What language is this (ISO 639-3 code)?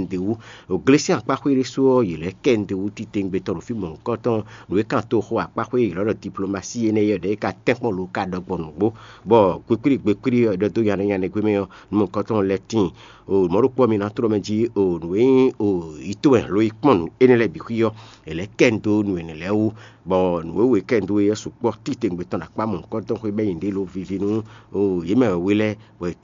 fon